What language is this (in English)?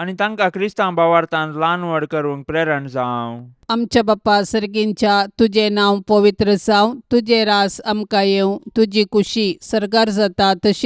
Konkani